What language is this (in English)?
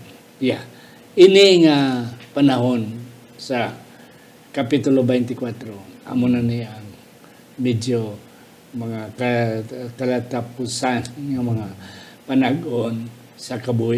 Hiligaynon